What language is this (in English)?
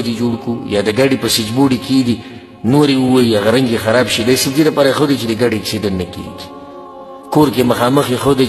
Pashto